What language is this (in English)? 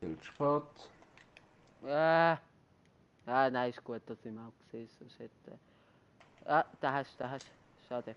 Swiss German